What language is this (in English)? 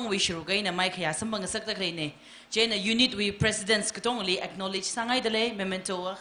Tangkhul Naga (India)